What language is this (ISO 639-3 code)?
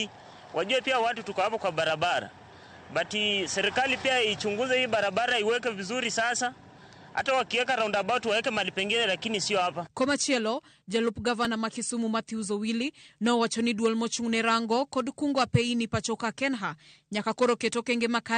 luo